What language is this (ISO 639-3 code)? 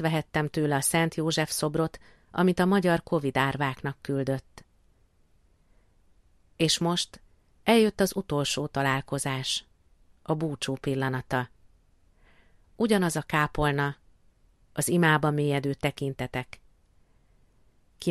hun